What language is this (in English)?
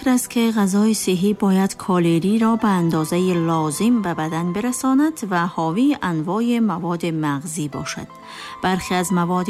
Persian